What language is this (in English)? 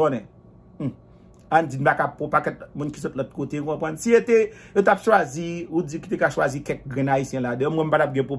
Haitian Creole